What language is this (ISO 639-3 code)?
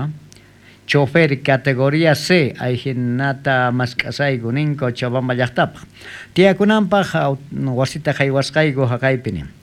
quh